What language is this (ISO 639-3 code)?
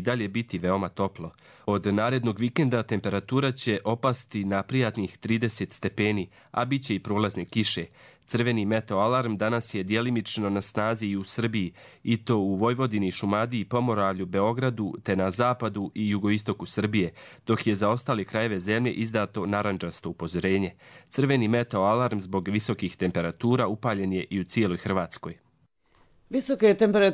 hrv